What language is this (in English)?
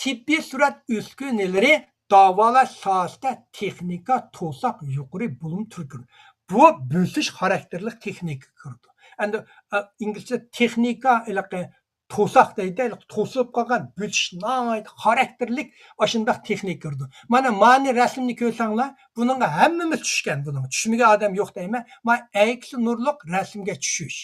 Uyghur